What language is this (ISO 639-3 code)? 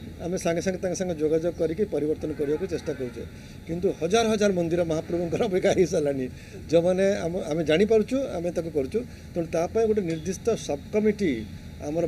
ori